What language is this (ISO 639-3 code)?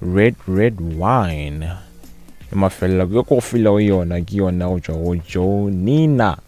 nso